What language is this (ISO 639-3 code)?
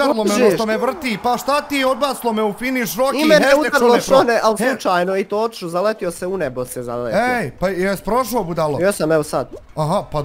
bos